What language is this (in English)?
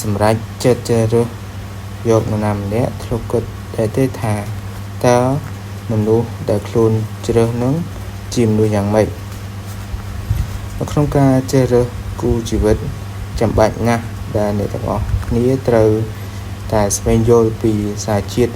Khmer